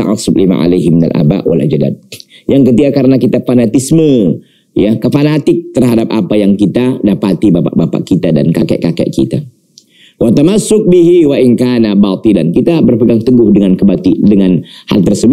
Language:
Indonesian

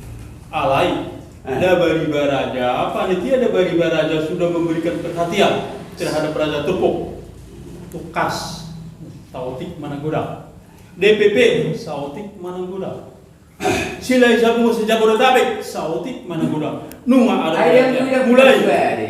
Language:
Batak Toba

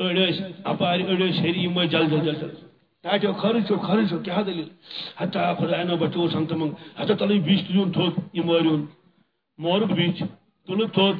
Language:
Kashmiri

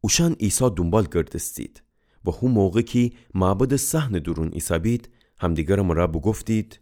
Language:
Gilaki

